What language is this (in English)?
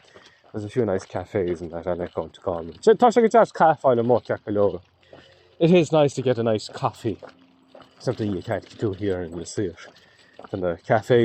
Irish